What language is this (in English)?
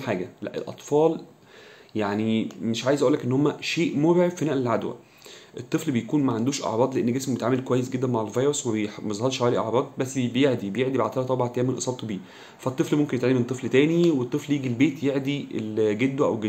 Egyptian Arabic